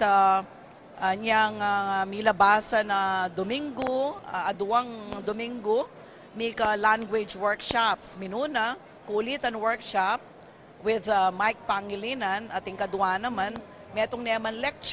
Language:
Pampanga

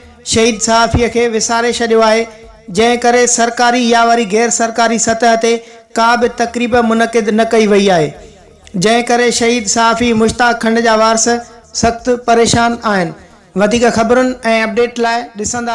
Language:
Sindhi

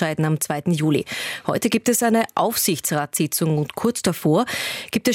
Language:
German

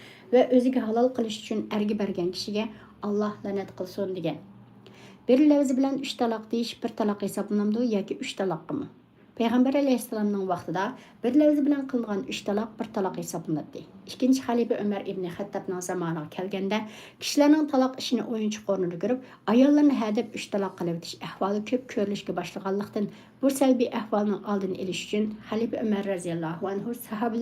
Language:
Uyghur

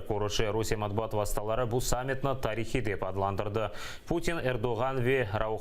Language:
Crimean Tatar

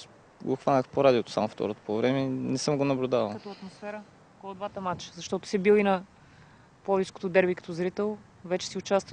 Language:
Bulgarian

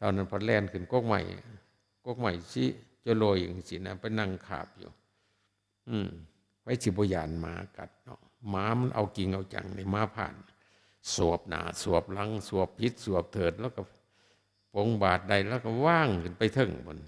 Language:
Northeastern Thai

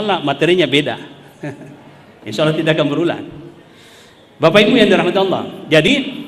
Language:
Indonesian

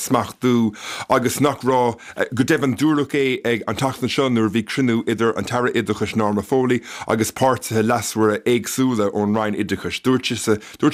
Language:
Irish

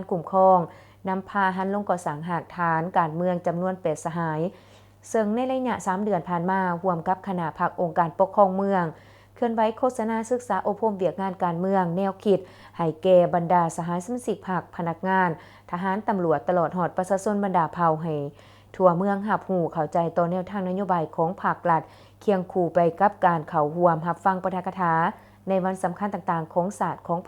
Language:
Lao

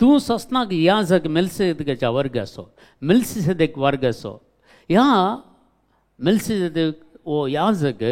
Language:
Konkani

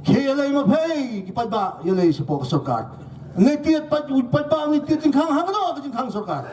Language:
Khasi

